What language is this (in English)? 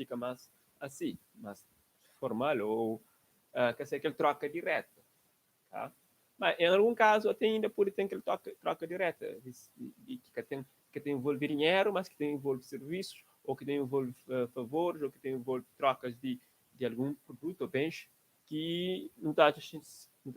Kabuverdianu